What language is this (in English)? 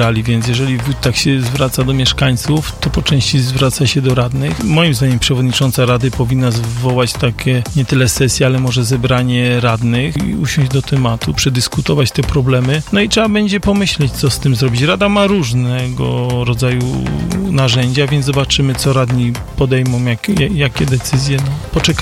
Polish